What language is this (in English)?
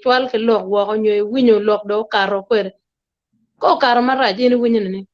Acoli